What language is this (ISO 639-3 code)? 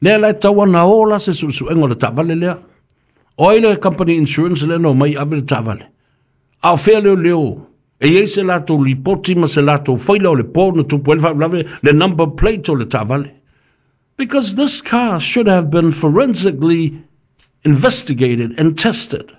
smo